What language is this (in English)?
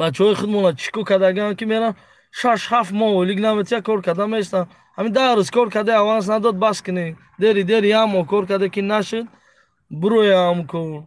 Tajik